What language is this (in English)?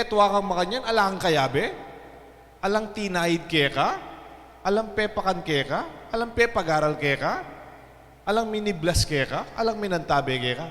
Pampanga